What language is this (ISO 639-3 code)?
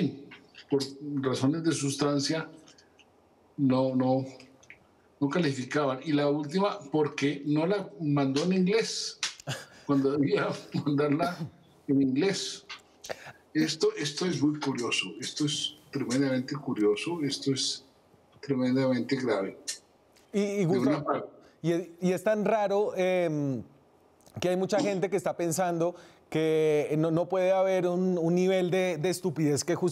spa